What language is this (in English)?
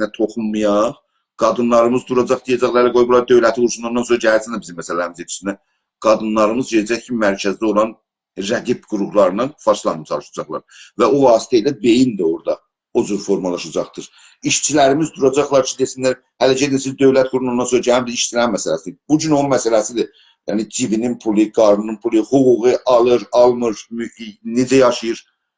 South Azerbaijani